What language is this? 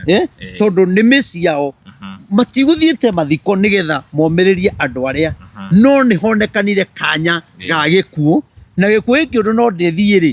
Kikuyu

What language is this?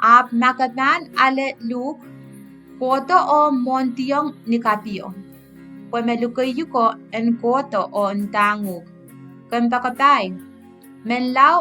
Pohnpeian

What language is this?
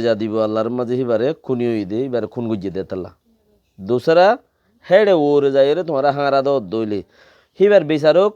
Rohingya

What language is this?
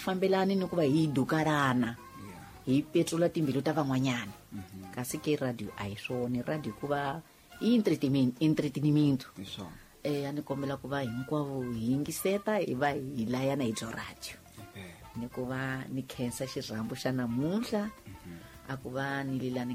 Tsonga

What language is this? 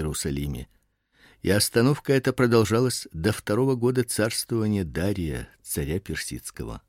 Russian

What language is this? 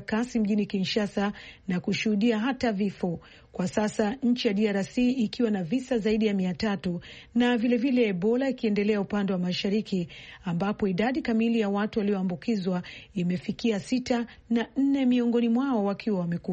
Swahili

